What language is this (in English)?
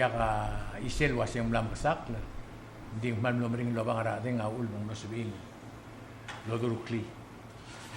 Palauan